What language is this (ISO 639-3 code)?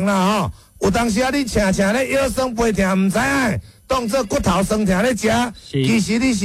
nan